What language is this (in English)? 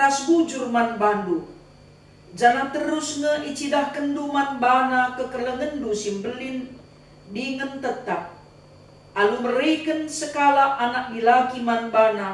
Batak Karo